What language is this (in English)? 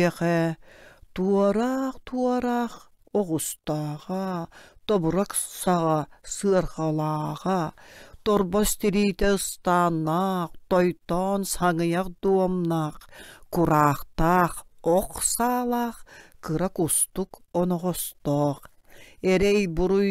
Yakut